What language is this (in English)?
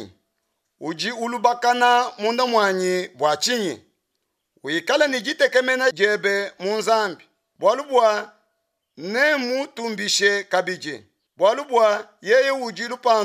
Luba-Lulua